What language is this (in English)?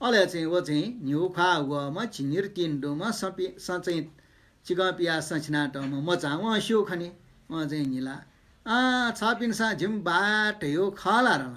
Newari